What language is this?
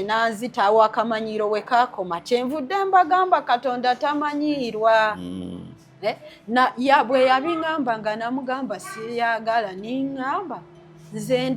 Ganda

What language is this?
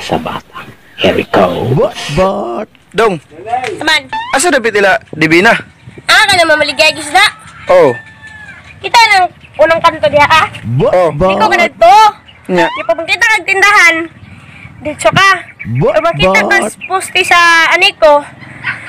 Cebuano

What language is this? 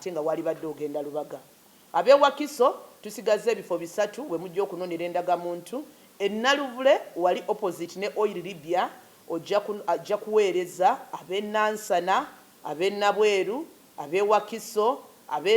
Ganda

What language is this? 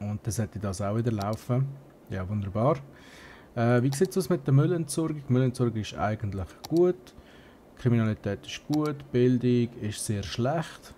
Swiss German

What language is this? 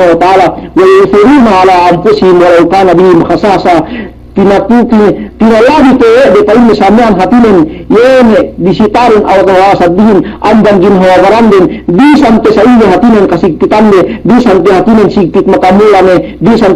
Yakan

